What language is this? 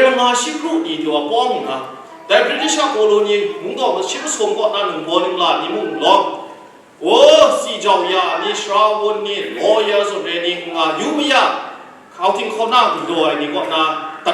Kachin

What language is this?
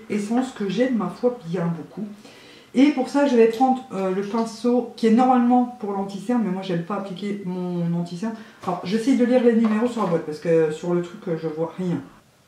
French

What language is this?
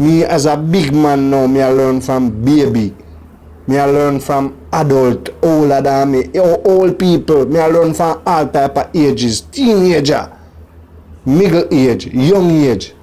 Jamaican Creole English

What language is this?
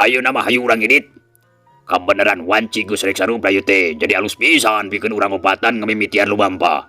Sundanese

